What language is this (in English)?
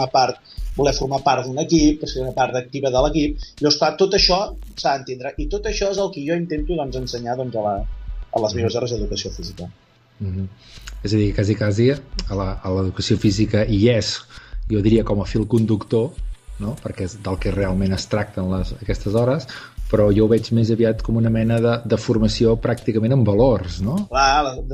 Catalan